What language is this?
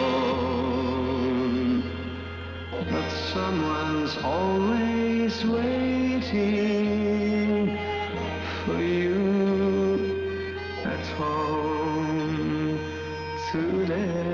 French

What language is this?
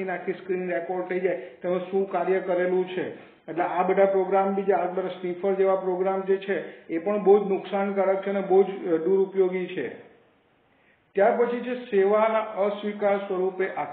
Gujarati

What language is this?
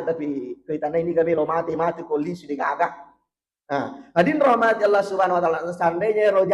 Buginese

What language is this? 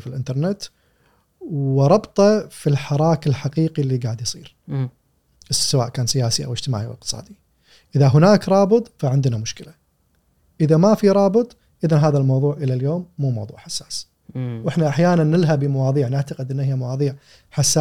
Gulf Arabic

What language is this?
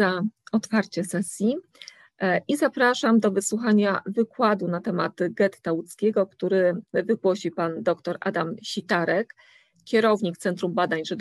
Polish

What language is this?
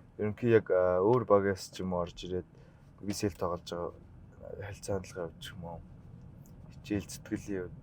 Mongolian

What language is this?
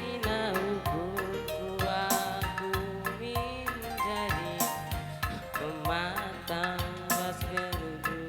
Batak Karo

